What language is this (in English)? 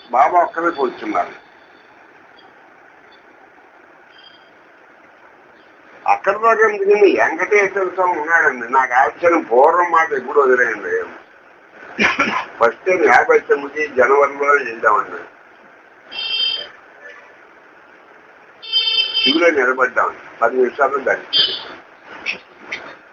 Telugu